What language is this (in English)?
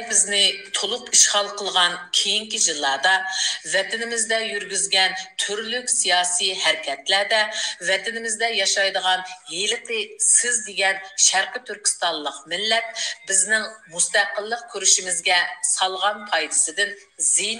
Uyghur